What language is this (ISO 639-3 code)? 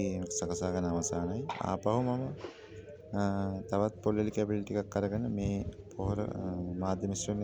sin